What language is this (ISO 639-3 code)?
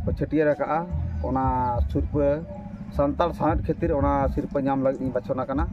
sat